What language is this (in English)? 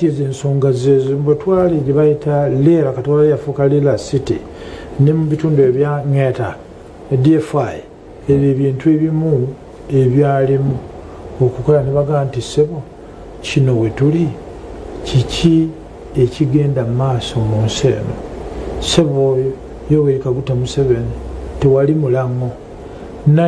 Ganda